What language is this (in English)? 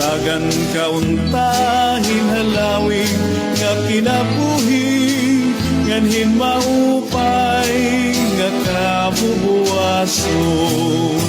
Waray